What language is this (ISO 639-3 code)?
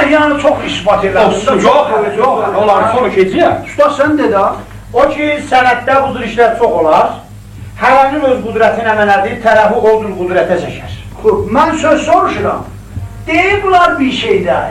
azb